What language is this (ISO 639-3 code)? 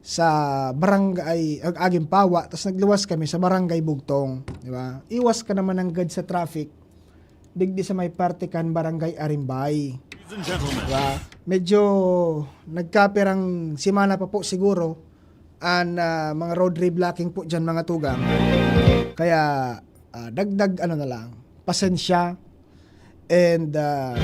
bik